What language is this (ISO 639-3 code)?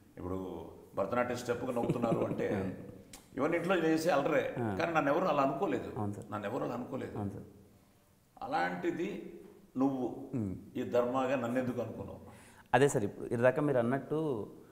tel